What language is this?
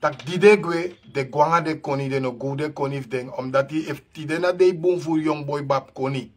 Sranan Tongo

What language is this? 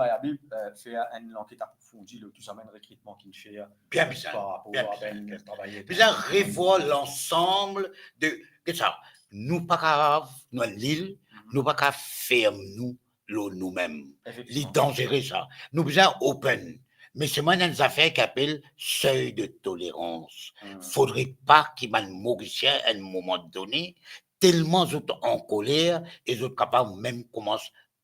Morisyen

